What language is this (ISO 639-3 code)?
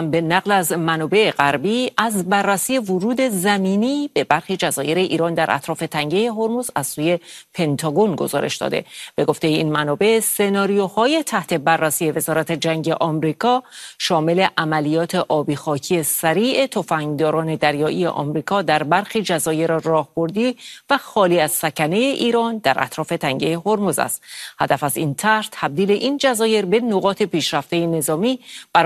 fas